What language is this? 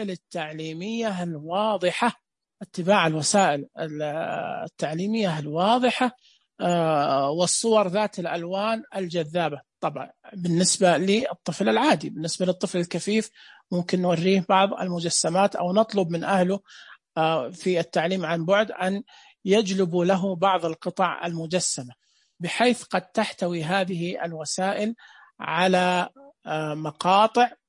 Najdi Arabic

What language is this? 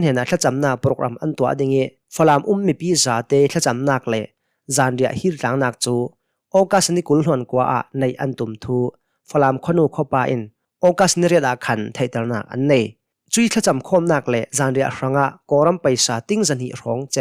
Hakha Chin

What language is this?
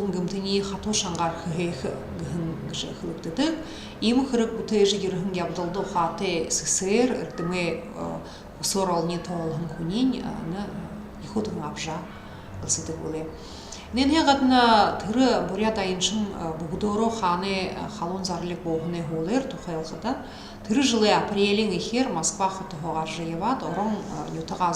Buriat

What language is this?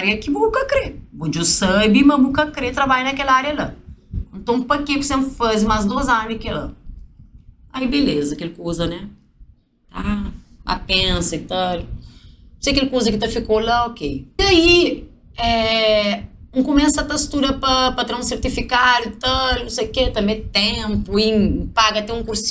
Kabuverdianu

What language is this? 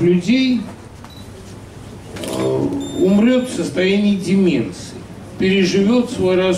Russian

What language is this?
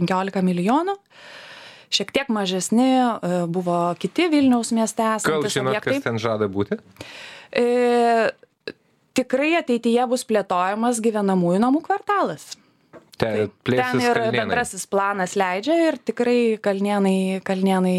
Lithuanian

